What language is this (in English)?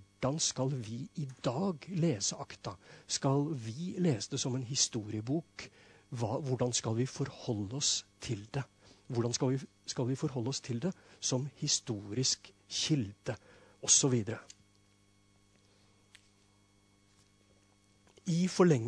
Norwegian